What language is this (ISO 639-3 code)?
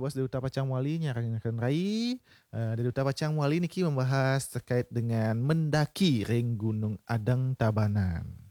ban